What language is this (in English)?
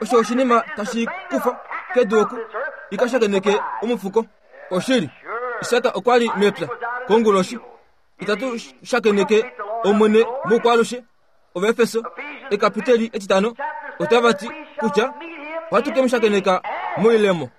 Kuanyama